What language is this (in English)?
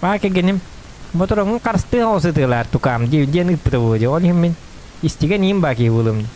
Yakut